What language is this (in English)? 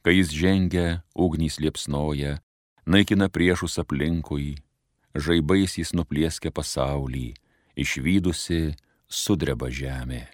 Lithuanian